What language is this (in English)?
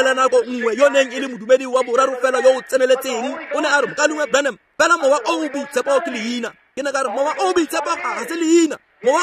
Tswana